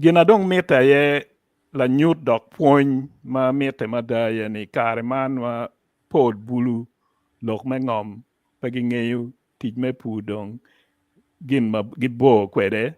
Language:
Acoli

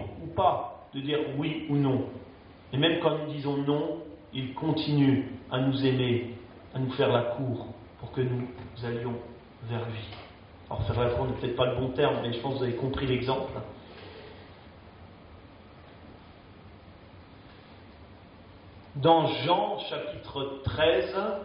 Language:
French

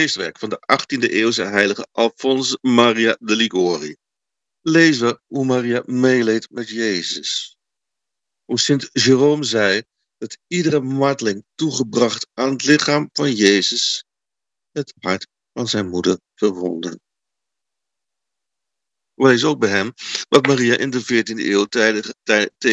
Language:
Dutch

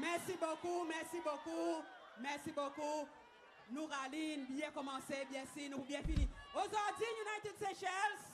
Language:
Seselwa Creole French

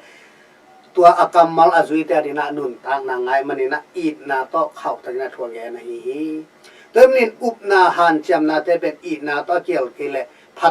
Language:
Tedim Chin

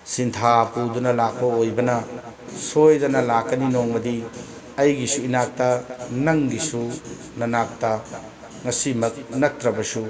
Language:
Manipuri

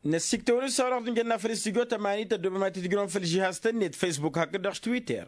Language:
Tamasheq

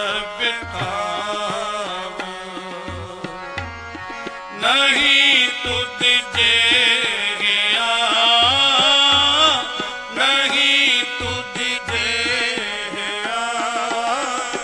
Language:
Punjabi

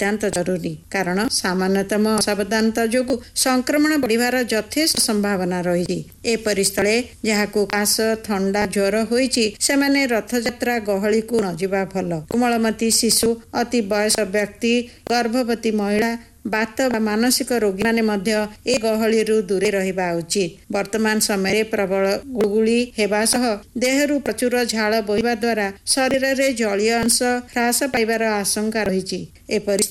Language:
Odia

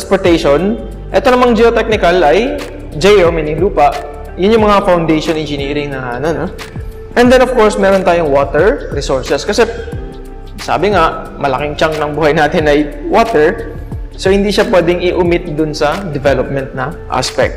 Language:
Filipino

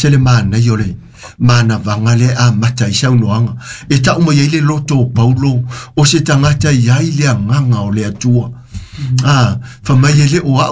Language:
Samoan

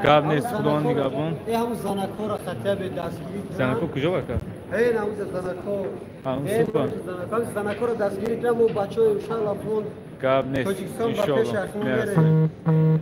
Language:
Tajik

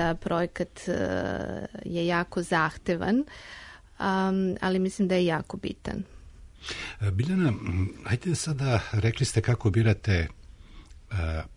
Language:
Serbian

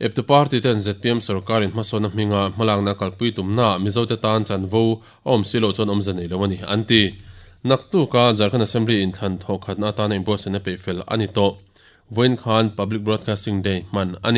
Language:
Mizo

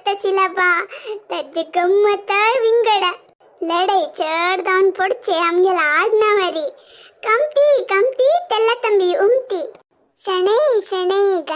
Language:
Konkani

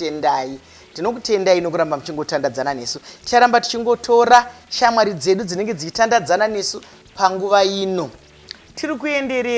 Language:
Shona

